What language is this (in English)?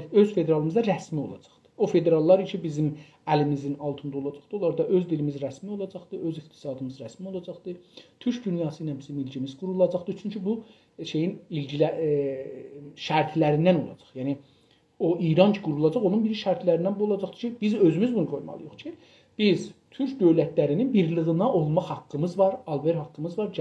South Azerbaijani